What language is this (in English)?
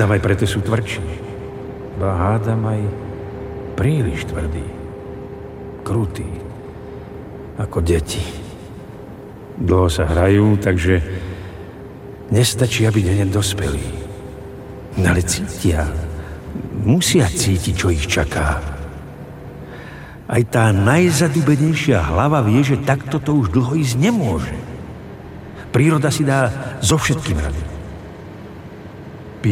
Slovak